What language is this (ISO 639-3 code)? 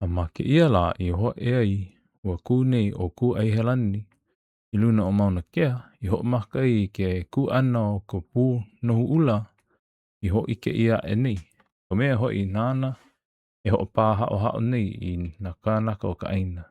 haw